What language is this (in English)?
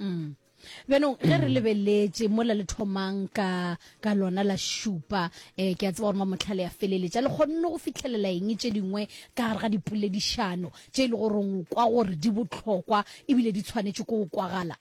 Northern Sotho